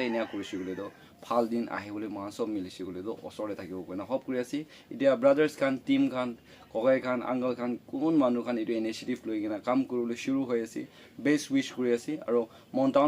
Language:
Naga Pidgin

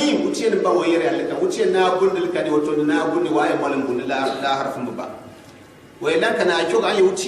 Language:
Gourmanchéma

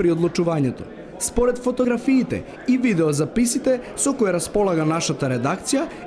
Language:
Macedonian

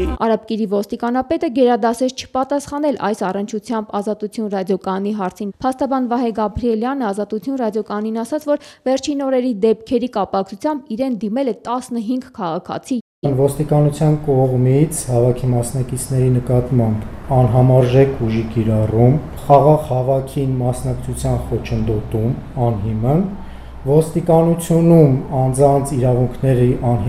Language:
Armenian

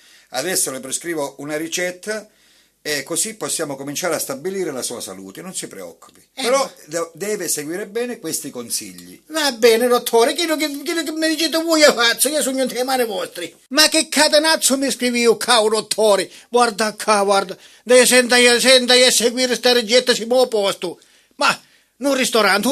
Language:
Sicilian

